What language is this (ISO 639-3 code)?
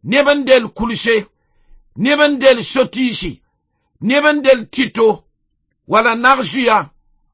mos